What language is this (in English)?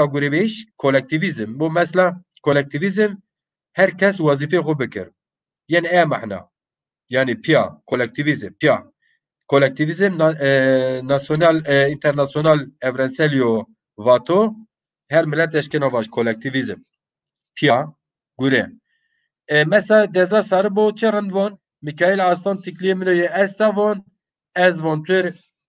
Zaza